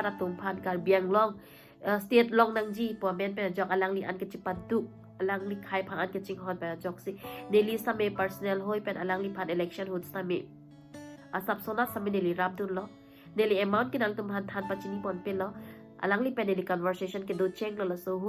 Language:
Karbi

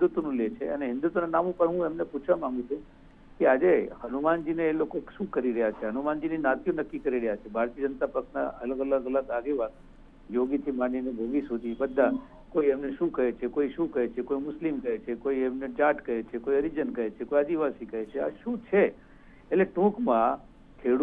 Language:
Gujarati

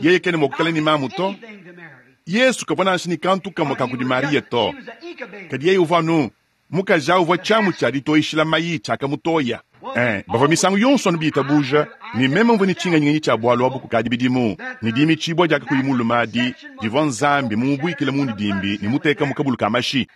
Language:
Luba-Lulua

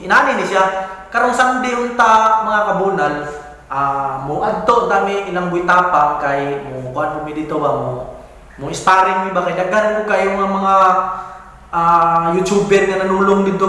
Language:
Cebuano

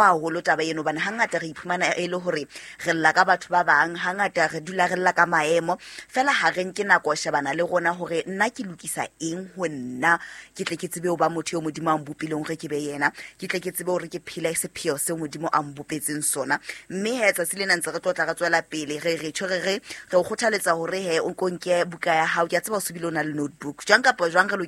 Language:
Southern Sotho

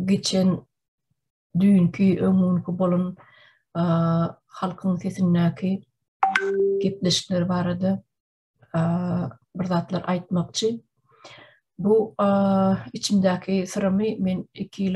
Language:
Turkmen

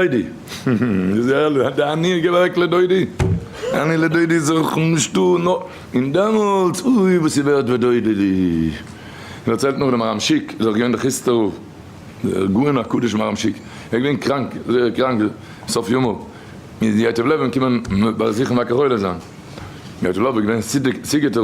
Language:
Yiddish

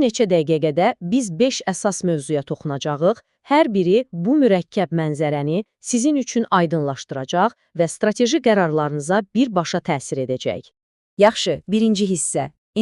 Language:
Azerbaijani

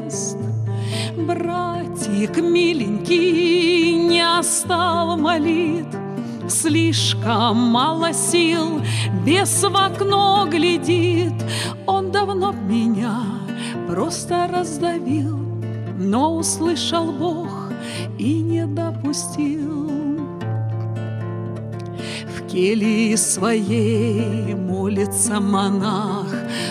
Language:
Russian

